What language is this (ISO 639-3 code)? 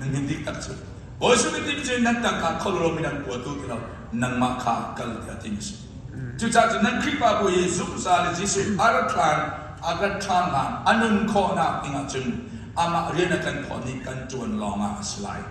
cnh